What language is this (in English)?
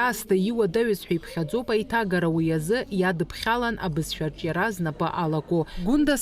Abkhazian